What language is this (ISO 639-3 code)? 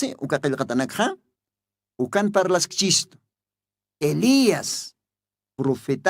aym